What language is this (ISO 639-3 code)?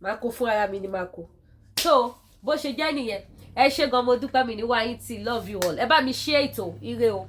yor